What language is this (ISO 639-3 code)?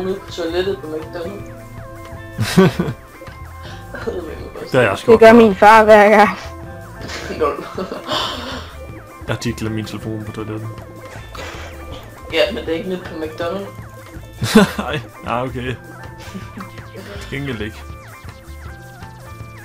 dan